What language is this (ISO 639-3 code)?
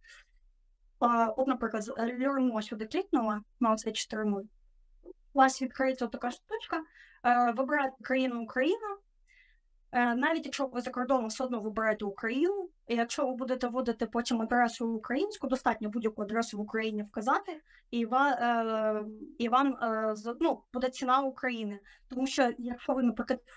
ukr